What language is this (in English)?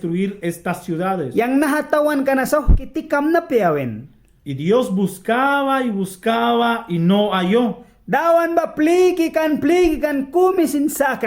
Mískito